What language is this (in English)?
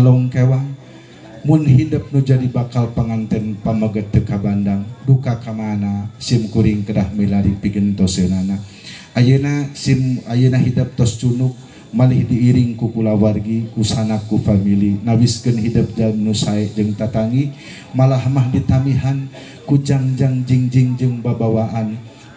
Sundanese